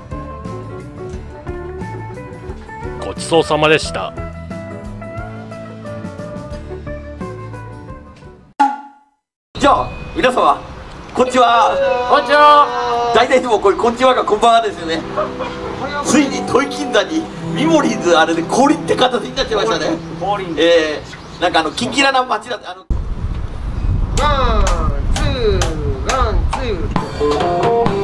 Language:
Japanese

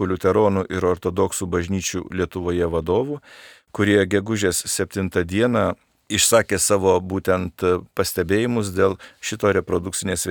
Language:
Lithuanian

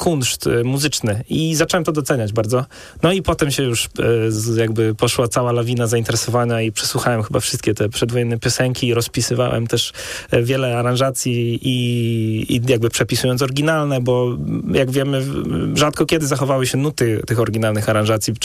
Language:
Polish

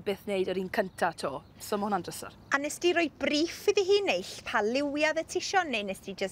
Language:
Welsh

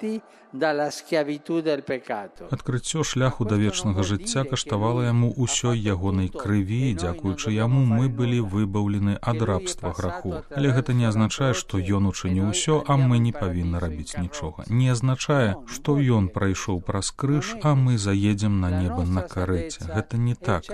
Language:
Belarusian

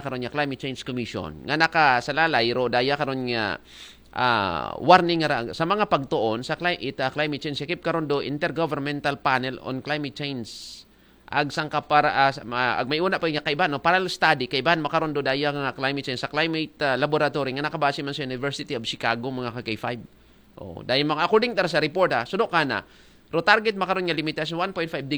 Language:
Aklanon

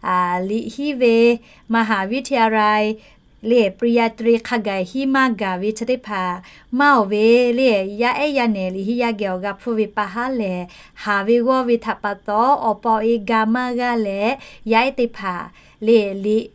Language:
Lahu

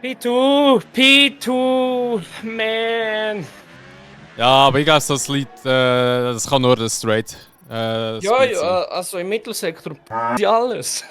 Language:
Swiss German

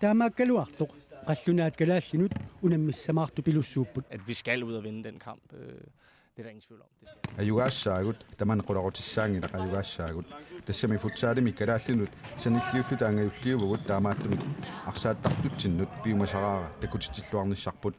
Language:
Kalaallisut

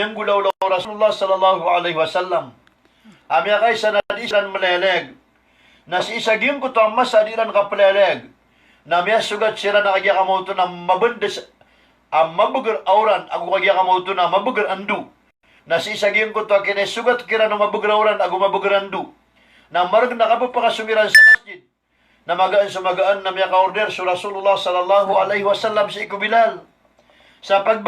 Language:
Maranao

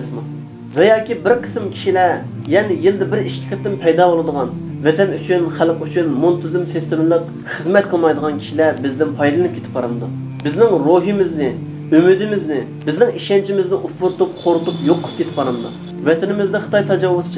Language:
Uyghur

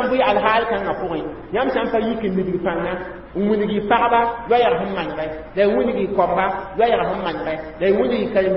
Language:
Mossi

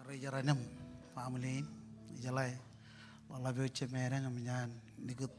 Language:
Marshallese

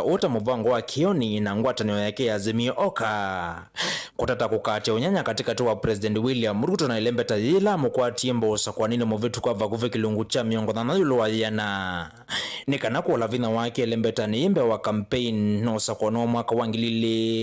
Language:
Kamba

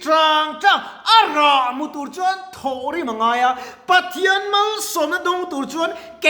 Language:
Mizo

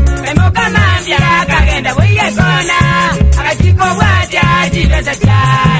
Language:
Swahili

